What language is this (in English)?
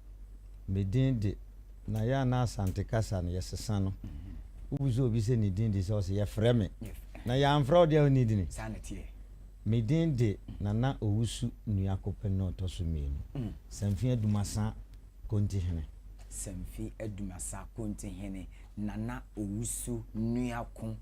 Akan